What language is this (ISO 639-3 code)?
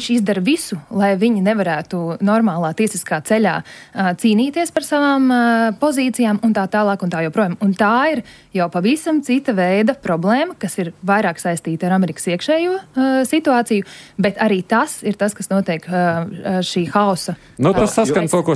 lav